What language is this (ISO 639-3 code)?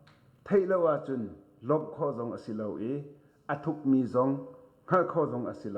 cnh